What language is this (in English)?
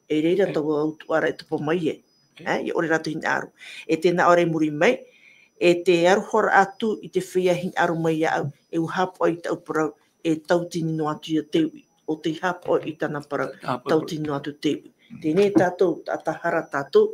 Tahitian